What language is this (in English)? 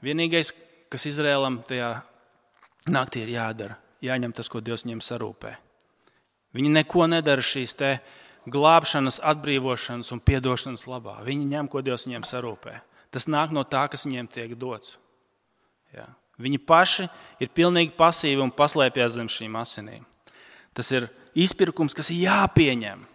Latvian